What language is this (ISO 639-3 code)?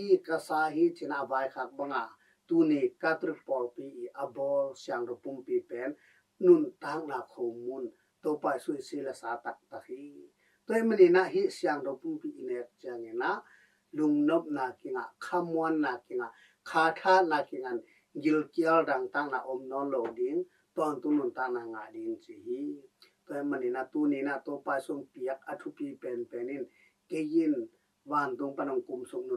ctd